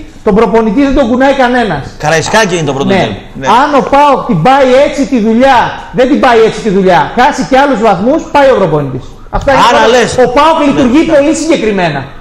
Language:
Greek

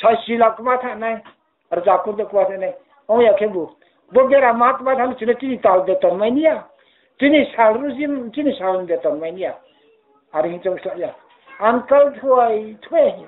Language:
Riang (India)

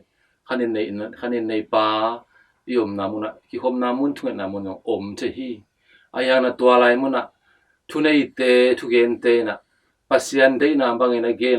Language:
Tedim Chin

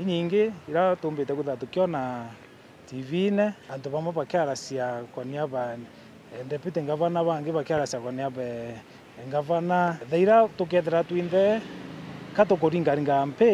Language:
Meru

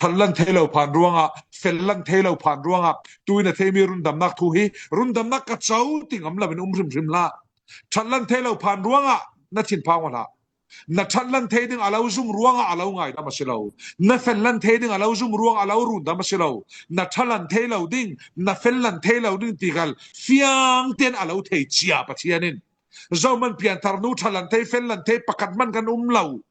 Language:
Falam Chin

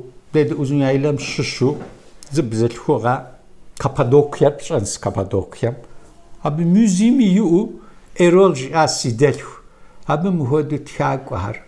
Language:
Kabardian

